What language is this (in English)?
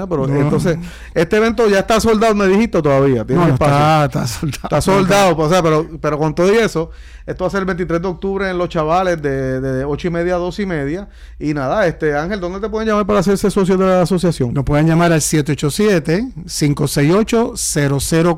Spanish